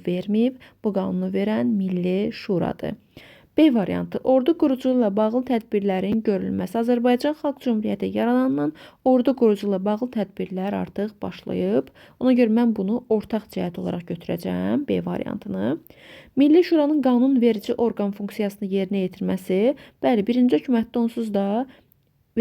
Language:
Azerbaijani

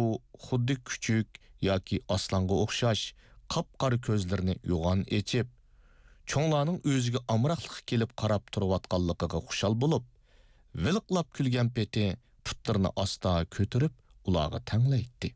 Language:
Uyghur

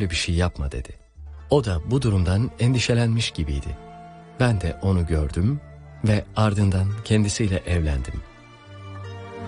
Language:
Turkish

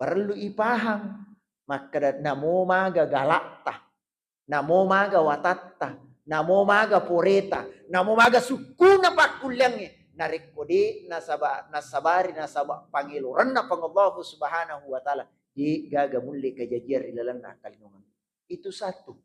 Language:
Buginese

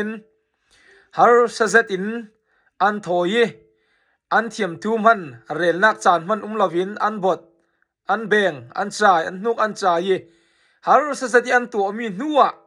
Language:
Falam Chin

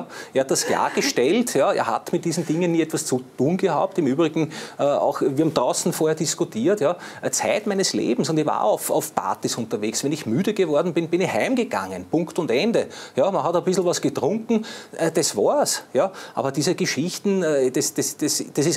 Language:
German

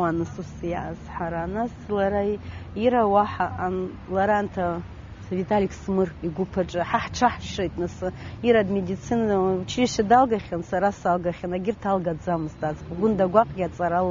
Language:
Abkhazian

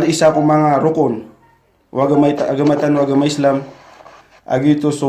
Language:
Maranao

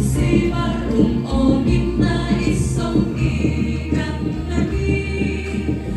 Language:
Toraja-Sa'dan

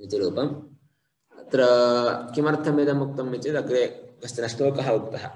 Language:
Sanskrit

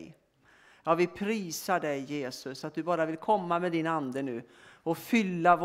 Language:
Swedish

